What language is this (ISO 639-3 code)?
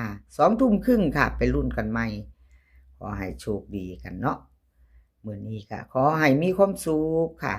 tts